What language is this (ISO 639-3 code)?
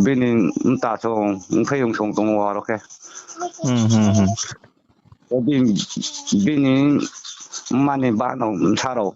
ria